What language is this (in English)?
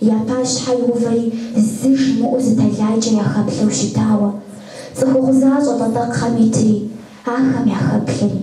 Kabardian